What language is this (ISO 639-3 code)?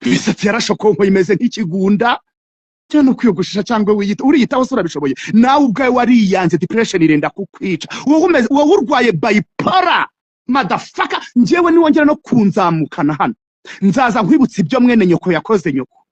kin